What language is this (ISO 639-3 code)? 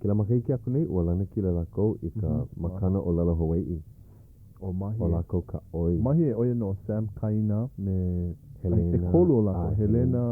haw